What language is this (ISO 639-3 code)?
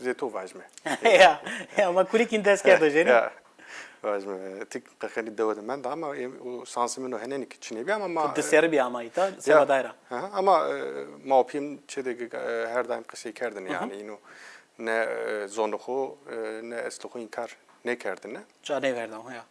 zza